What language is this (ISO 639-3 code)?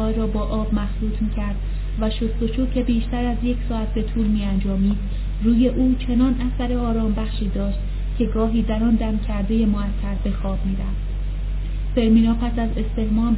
fas